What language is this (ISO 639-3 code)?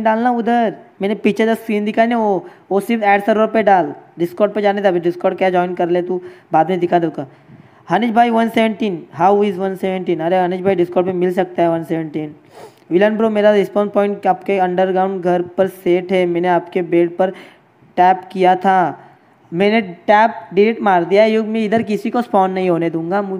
hin